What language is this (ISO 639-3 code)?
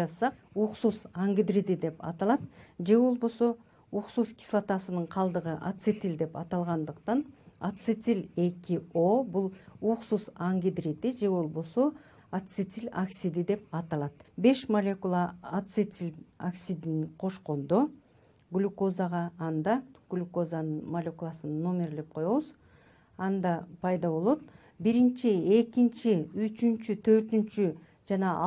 kir